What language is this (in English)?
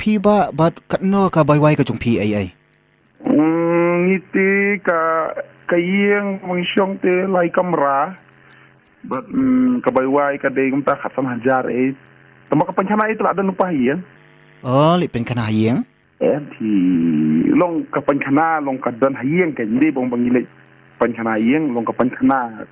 Khasi